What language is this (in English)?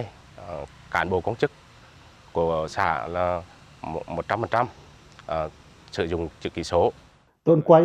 Pacoh